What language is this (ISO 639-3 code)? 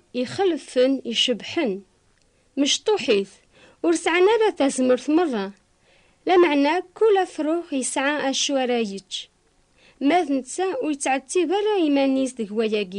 kab